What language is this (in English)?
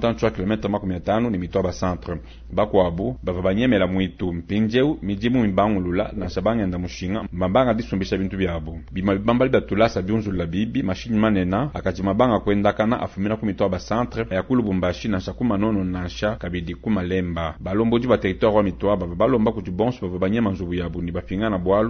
Luba-Lulua